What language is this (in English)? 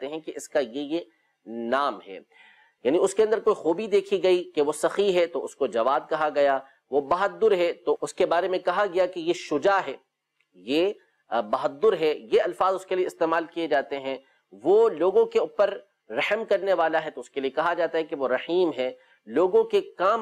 Urdu